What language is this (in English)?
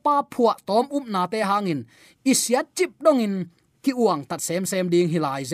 Tedim Chin